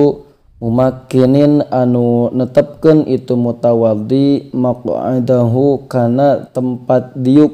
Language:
Sundanese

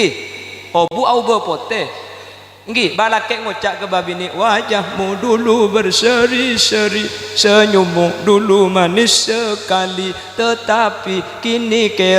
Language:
Madurese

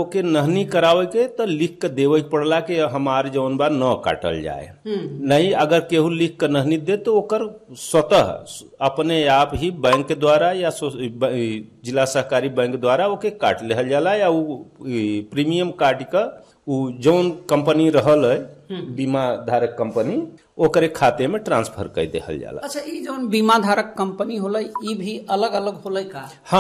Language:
Bhojpuri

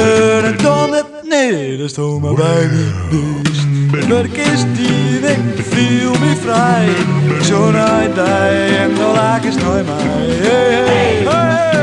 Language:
Western Frisian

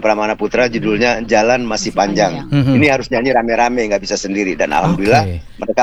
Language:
Indonesian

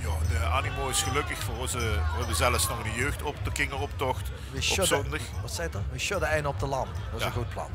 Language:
Limburgish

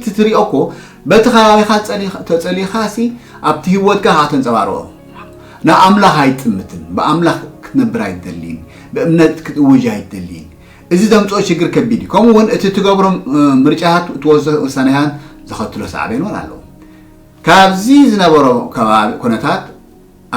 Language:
Tigrinya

